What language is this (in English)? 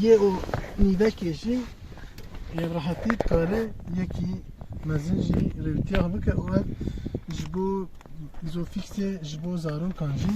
Kurdish